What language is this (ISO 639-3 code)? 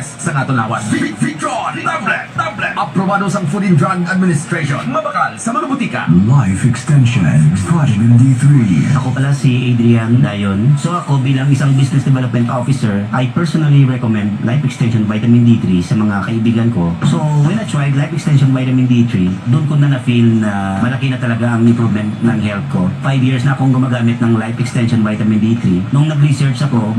hil